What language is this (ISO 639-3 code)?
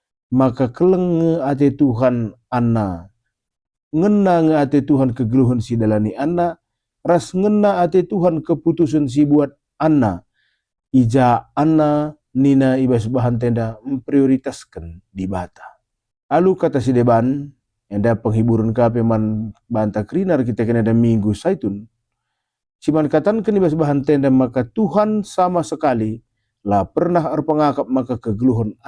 btx